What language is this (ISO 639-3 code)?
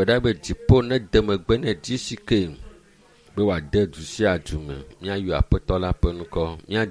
ewe